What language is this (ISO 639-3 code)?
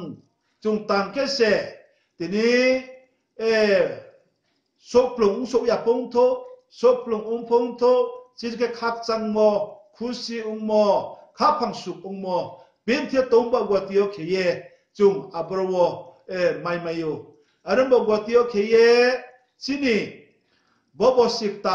ria